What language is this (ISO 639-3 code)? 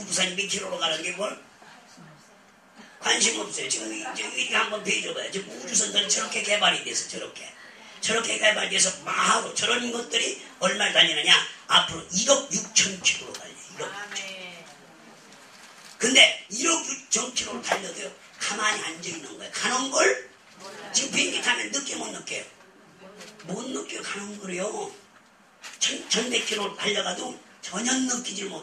kor